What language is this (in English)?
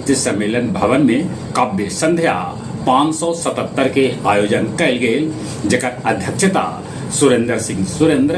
Magahi